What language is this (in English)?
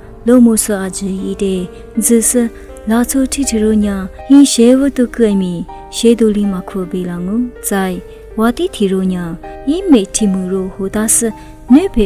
Lisu